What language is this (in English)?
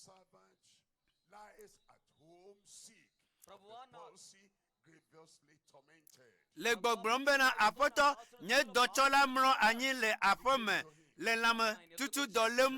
Ewe